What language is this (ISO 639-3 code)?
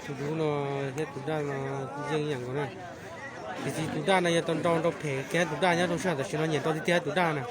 hmn